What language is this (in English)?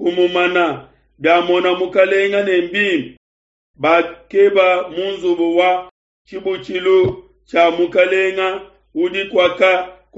Luba-Lulua